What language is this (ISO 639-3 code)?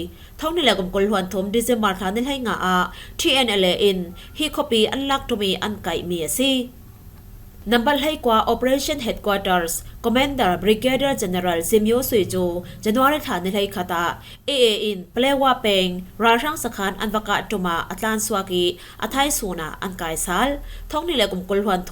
cfm